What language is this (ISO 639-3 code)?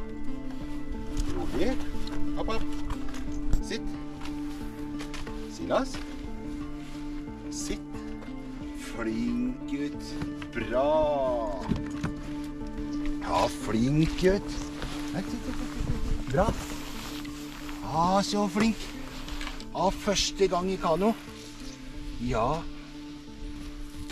nor